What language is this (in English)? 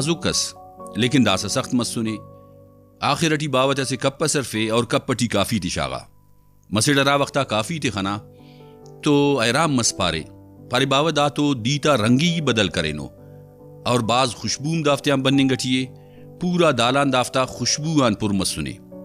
Brahui